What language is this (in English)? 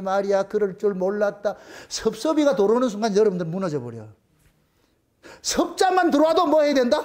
Korean